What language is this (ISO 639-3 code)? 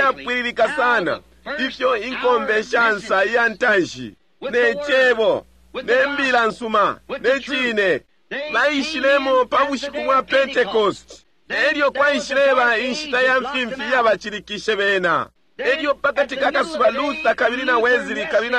bem